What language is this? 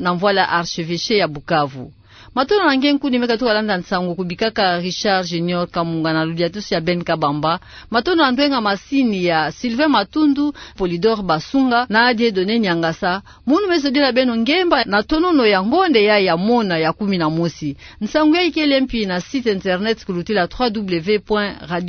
Kituba (Democratic Republic of Congo)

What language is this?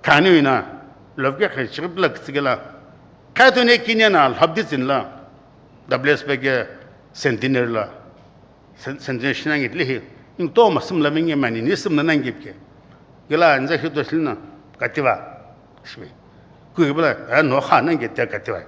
Sumi Naga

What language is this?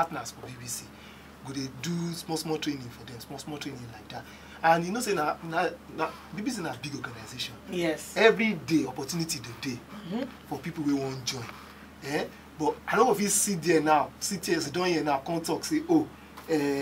Nigerian Pidgin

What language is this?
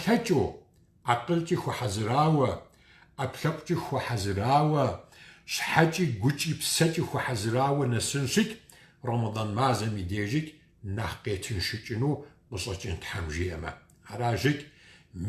Kabardian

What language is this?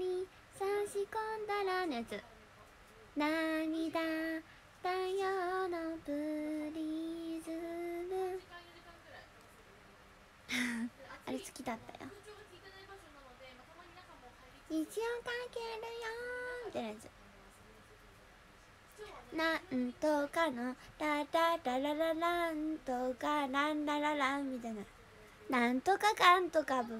Japanese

